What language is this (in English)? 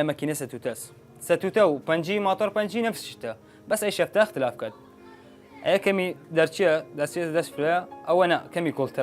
Southern Kurdish